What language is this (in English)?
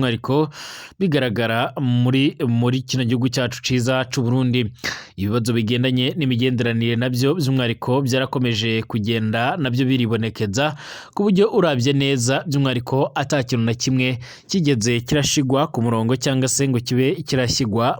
Rundi